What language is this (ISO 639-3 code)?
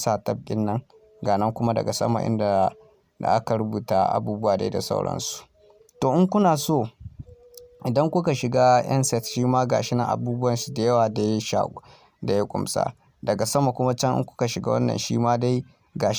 hau